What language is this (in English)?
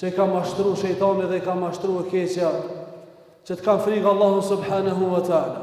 Albanian